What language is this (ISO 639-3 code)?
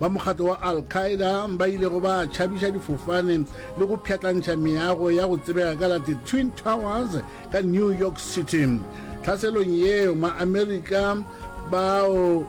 nso